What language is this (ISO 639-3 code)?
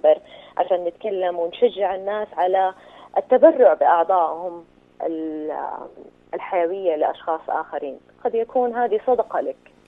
ars